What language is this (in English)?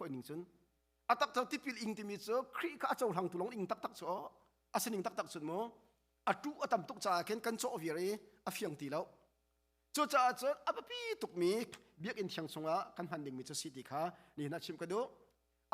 Hakha Chin